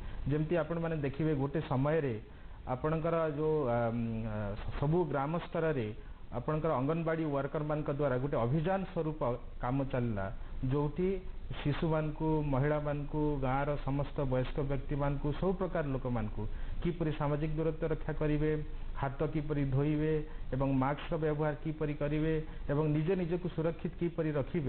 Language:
Odia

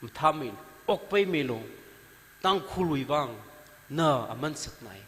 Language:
Tangkhul Naga (India)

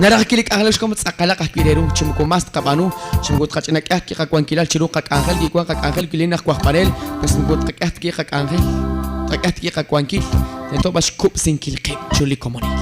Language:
Kekchí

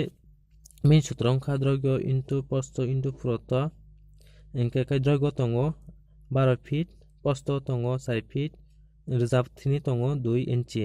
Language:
Kok Borok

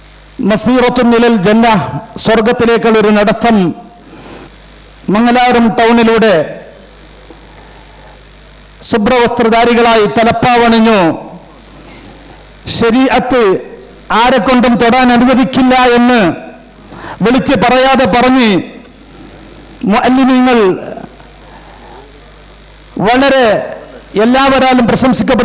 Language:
Malayalam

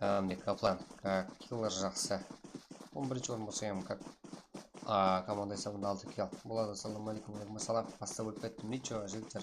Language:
Kara-Kalpak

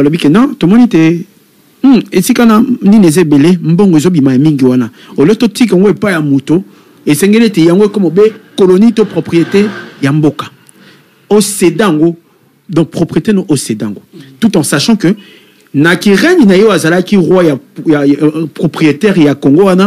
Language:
Lingala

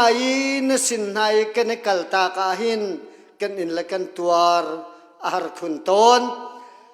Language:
Hakha Chin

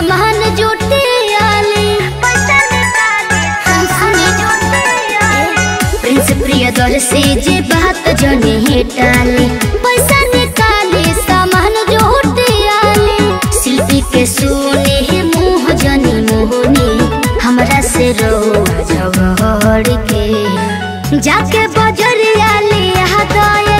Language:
Bhojpuri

